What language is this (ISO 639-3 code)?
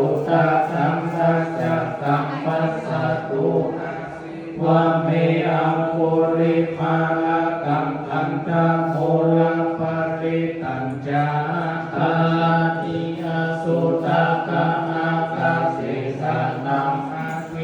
pli